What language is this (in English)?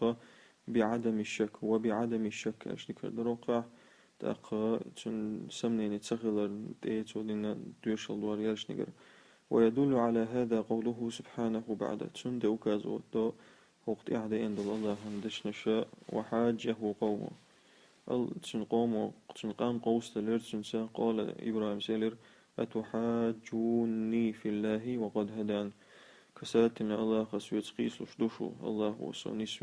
Chechen